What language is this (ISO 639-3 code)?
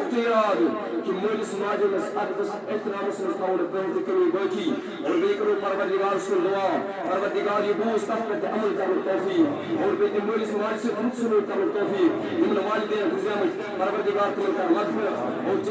kas